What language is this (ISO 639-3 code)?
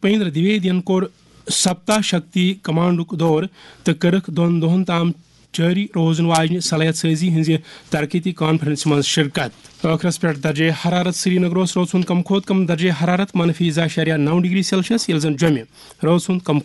kas